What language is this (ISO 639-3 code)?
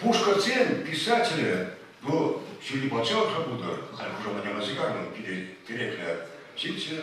chv